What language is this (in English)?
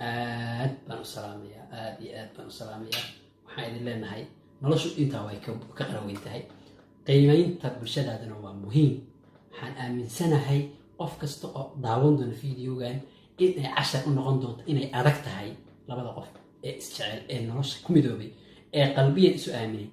Somali